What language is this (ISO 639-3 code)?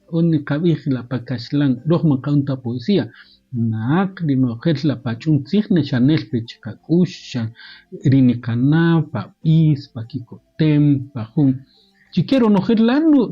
cak